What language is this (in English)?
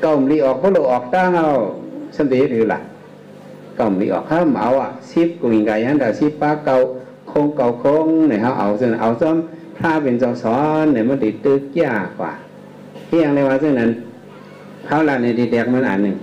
Shan